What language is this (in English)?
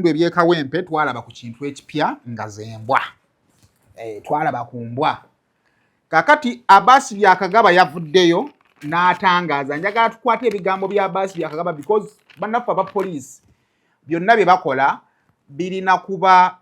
Ganda